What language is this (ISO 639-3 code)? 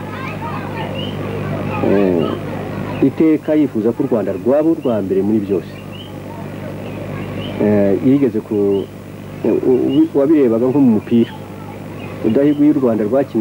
kin